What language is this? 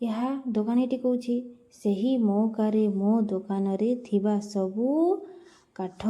Odia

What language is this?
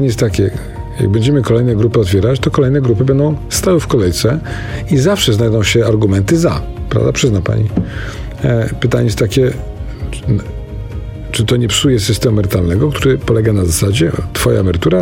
Polish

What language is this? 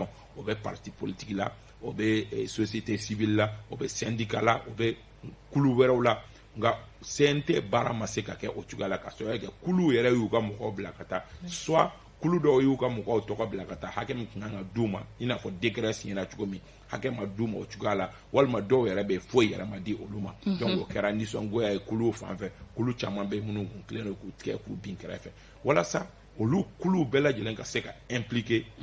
Bambara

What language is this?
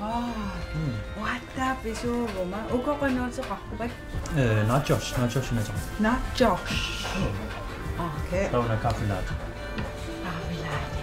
Kalaallisut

